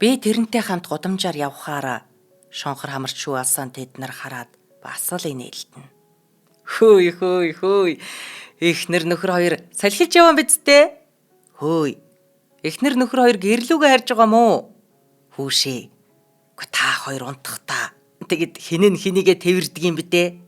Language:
Mongolian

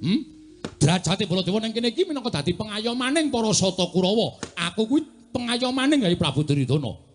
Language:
Javanese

